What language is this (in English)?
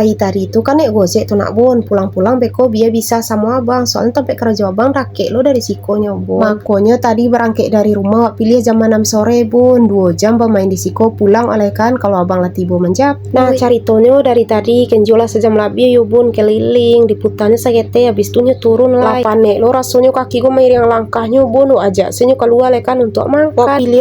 Minangkabau